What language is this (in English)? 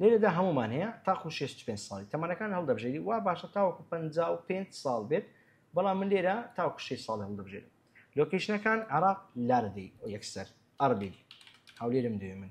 Central Kurdish